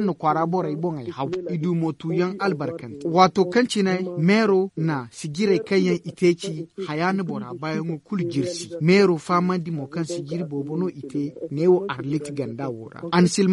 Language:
Zarma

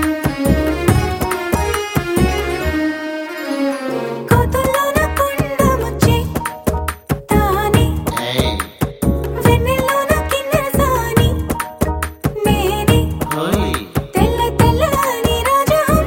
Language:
Telugu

